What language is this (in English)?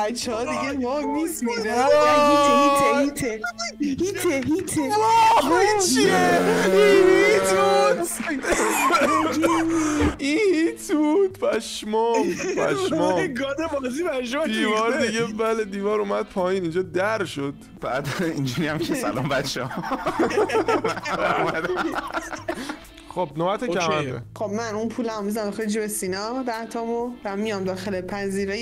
Persian